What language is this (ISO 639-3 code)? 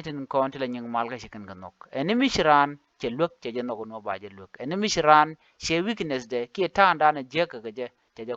nus